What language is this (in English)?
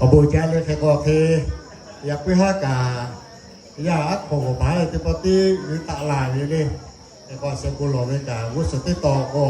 Lahu